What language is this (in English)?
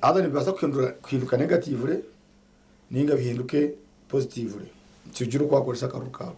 Nyankole